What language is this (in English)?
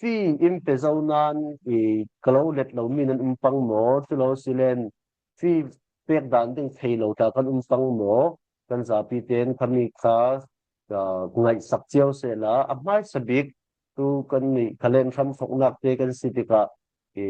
Falam Chin